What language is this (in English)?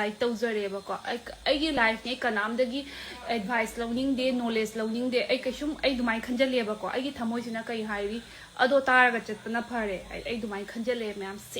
Manipuri